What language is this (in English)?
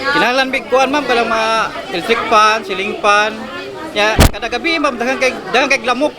Cebuano